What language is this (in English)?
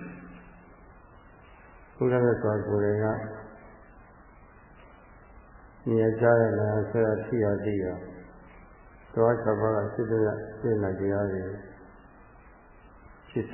Burmese